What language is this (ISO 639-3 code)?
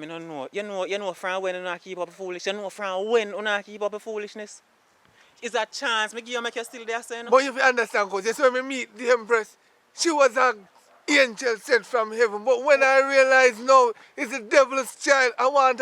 jam